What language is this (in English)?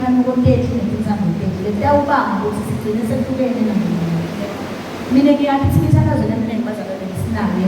Zulu